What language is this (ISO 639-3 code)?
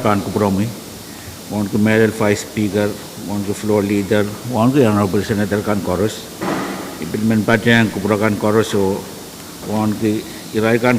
pon